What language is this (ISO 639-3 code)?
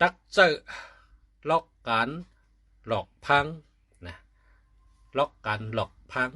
shn